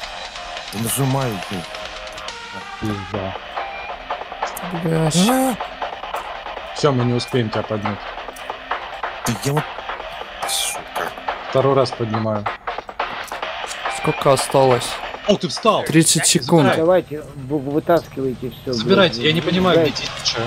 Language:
Russian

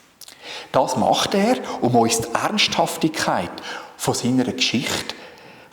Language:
Swiss German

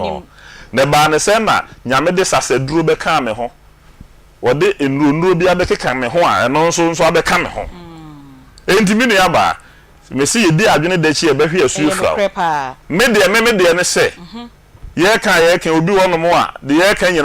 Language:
Akan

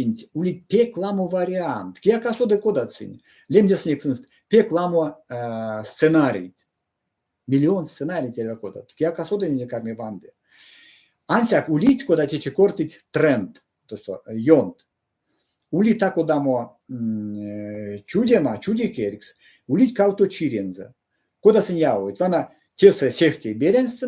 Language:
Erzya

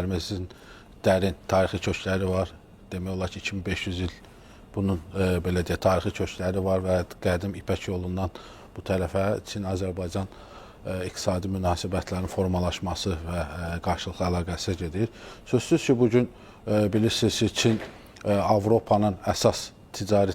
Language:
Azerbaijani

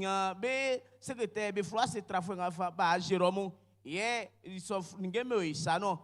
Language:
Baoulé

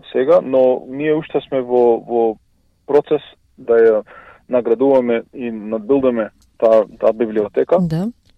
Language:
Macedonian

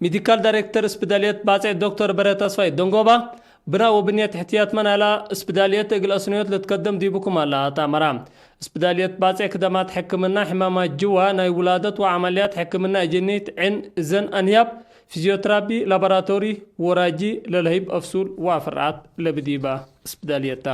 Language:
Tigre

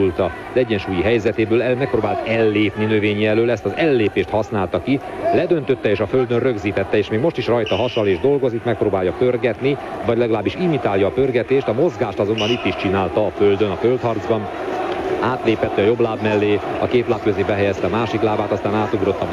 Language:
Hungarian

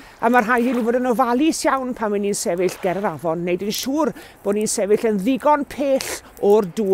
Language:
Welsh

